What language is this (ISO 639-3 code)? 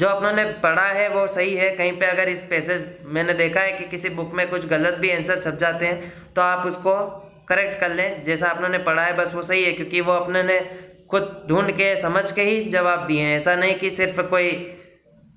hin